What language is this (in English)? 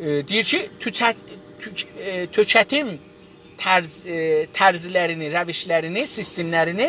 South Azerbaijani